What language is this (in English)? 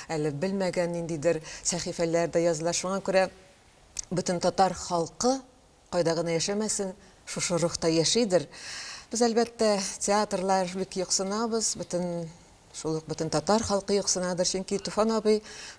Tatar